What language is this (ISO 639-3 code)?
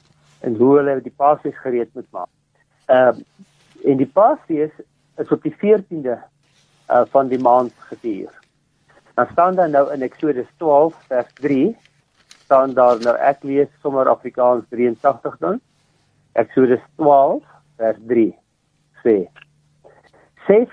afr